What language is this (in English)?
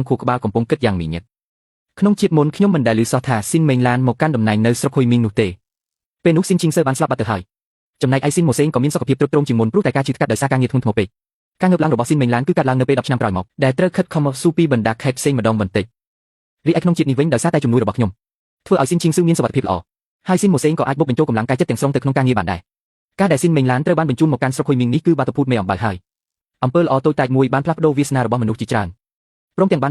Khmer